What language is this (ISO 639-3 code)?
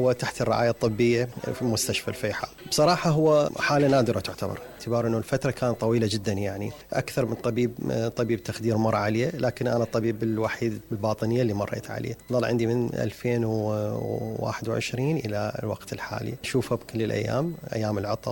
acm